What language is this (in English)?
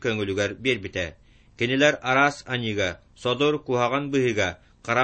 Yakut